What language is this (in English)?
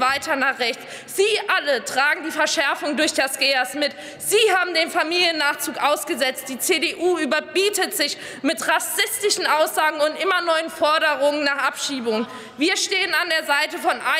German